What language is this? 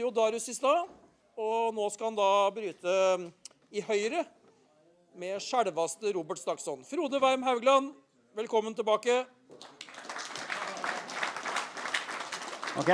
Norwegian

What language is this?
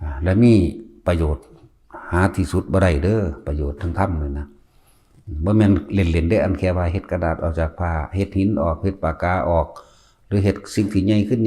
Northeastern Thai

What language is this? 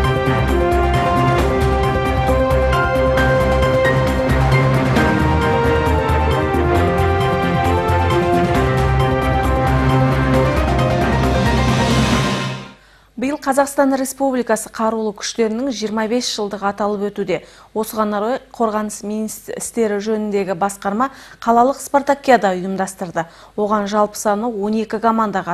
Kazakh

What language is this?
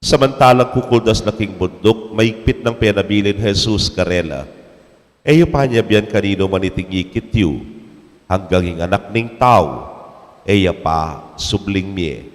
Pampanga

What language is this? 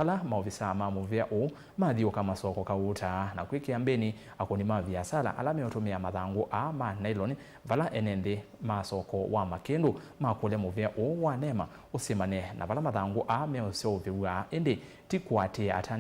Kamba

